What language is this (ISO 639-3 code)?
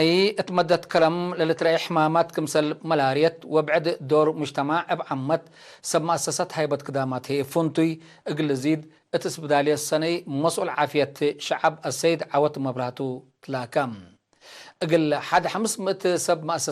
tig